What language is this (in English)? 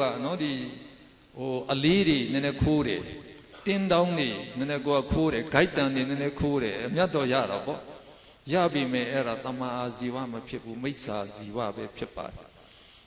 Burmese